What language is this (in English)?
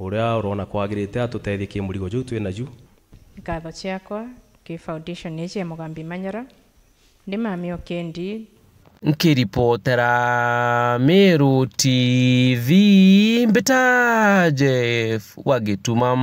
Meru